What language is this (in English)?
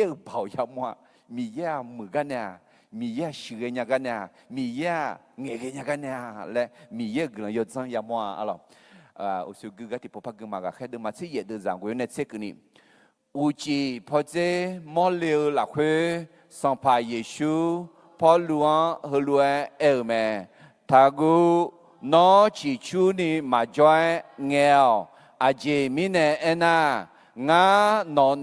Akha